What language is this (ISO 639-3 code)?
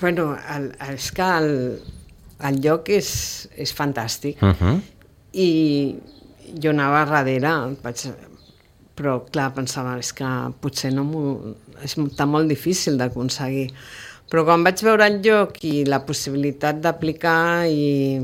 cat